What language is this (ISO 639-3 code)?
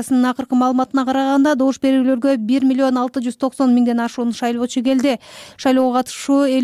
kir